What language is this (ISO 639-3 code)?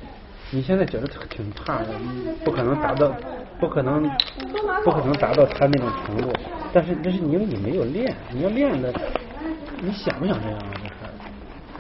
zho